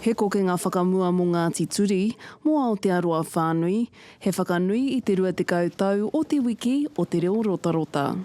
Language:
Māori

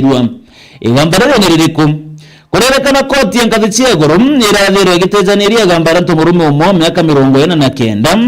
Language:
Meru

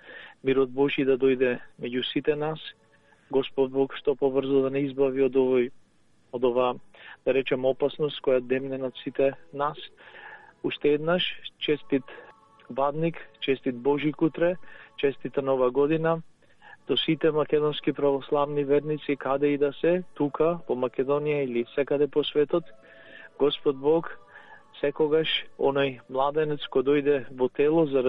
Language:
Macedonian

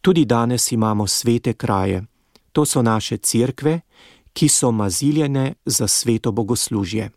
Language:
Slovenian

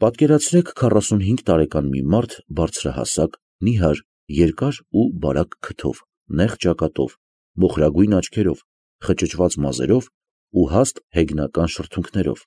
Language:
Armenian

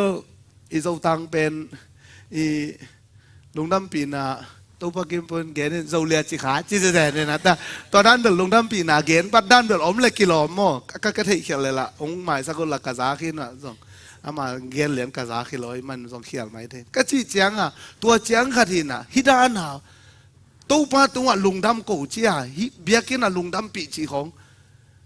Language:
Tedim Chin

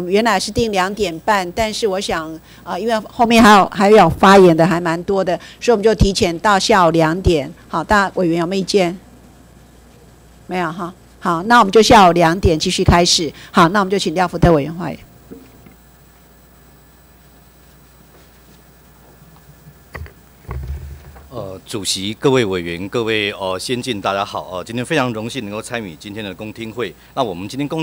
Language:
Chinese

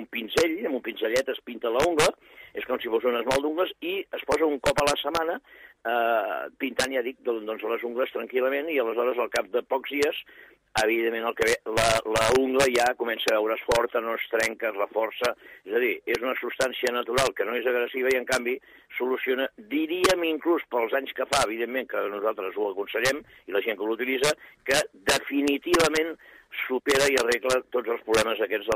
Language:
Catalan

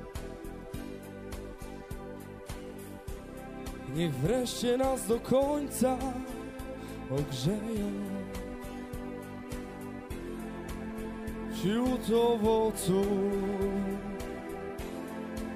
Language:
Polish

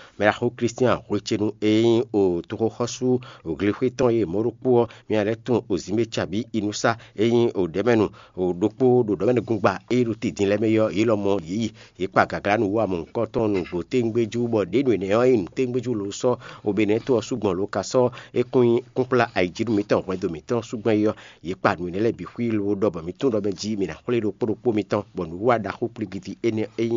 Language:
Fon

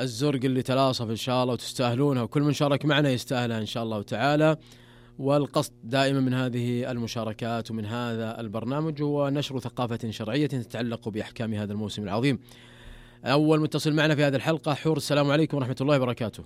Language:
Najdi Arabic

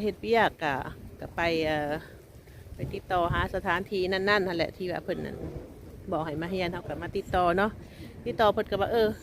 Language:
Lao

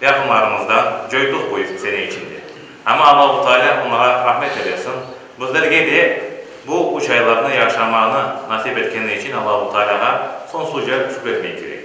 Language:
Crimean Tatar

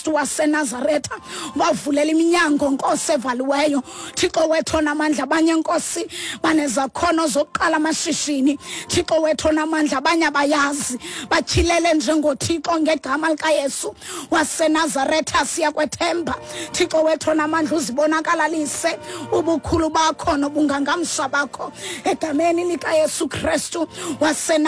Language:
Xhosa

